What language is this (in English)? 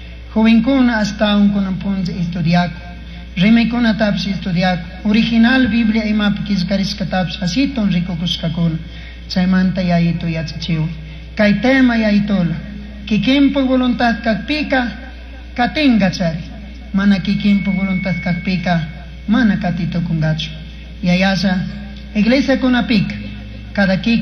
Chimborazo Highland Quichua